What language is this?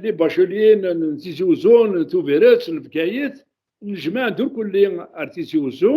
Kabyle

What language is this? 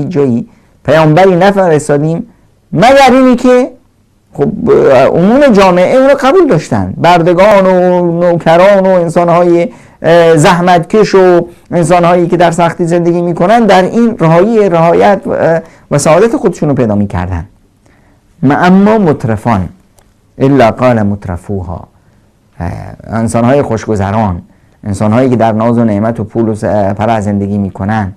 Persian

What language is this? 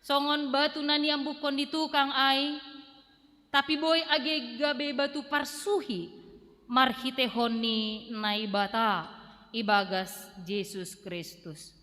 Batak Simalungun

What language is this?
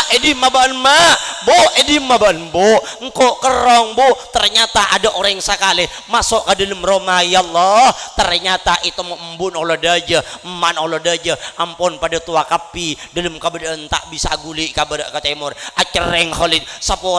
Madurese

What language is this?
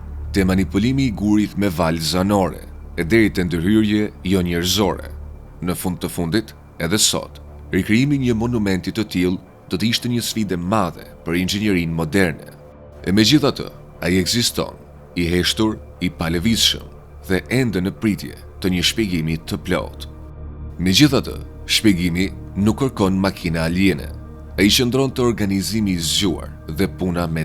Albanian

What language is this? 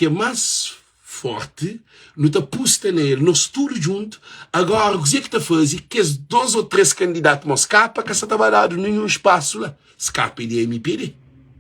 Kabuverdianu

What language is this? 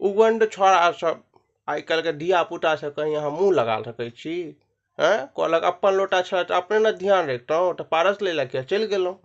Maithili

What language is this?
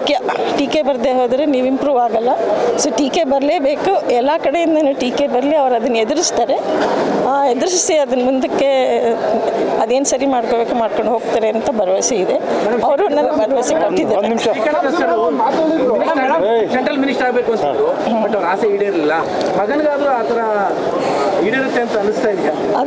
Kannada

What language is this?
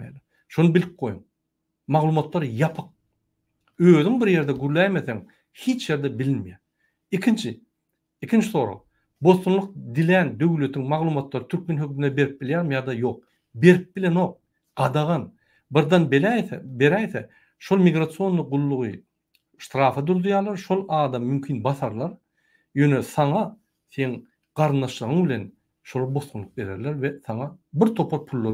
Turkmen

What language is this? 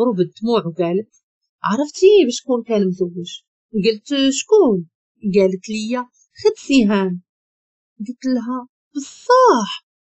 Moroccan Arabic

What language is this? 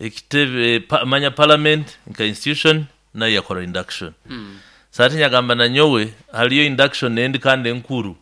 Nyankole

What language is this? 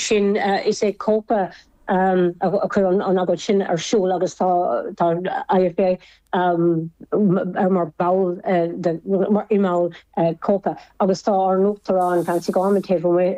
Irish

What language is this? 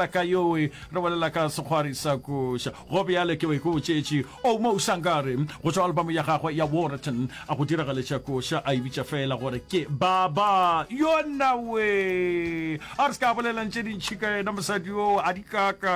Northern Sotho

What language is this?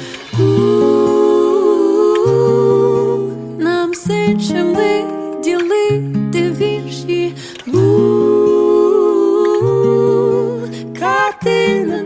Ukrainian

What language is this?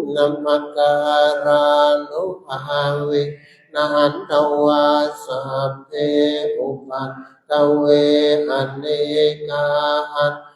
Pali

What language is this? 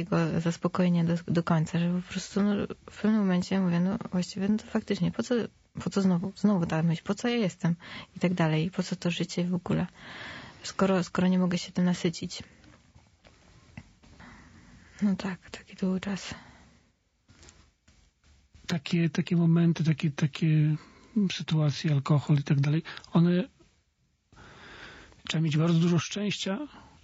Polish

